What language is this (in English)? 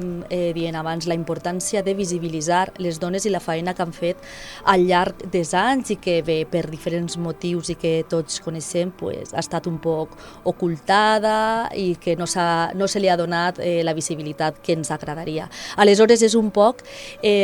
Catalan